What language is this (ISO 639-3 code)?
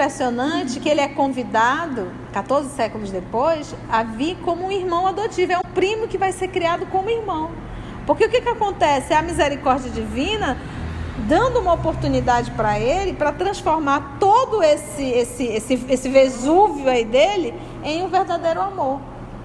por